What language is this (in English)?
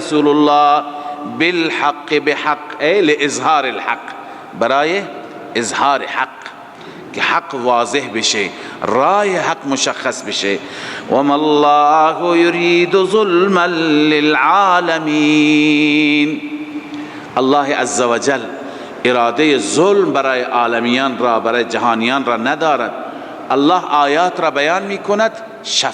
Persian